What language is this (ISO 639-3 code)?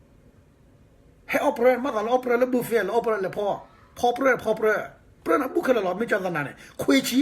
ksw